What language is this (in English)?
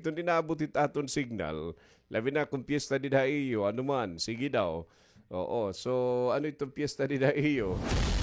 Waray